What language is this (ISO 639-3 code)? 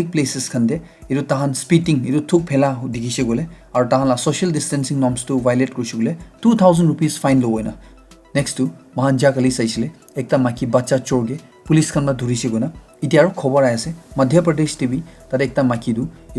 nag